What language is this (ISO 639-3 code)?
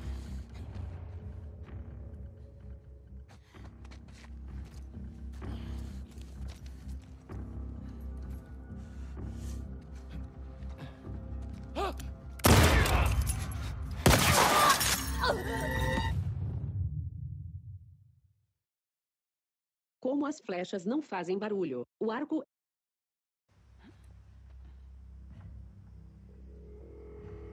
por